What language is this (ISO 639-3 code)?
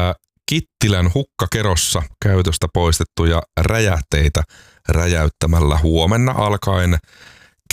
fin